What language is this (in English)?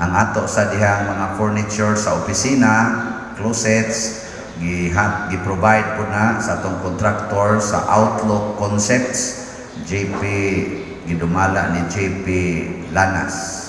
Cebuano